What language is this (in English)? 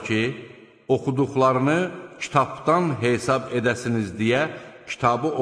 Azerbaijani